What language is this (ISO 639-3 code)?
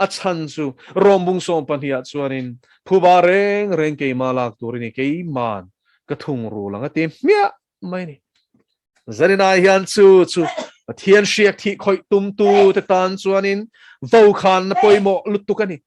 lus